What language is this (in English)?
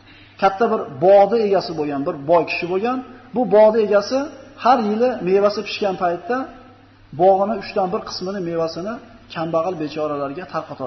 Uzbek